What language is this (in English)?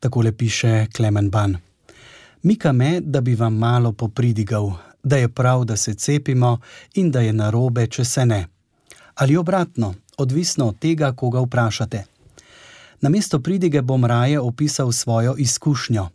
Slovenian